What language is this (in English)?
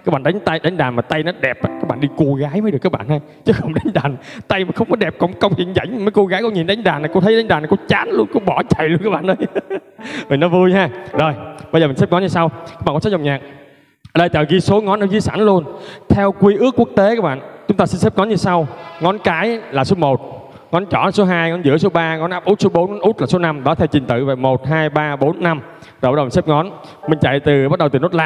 Vietnamese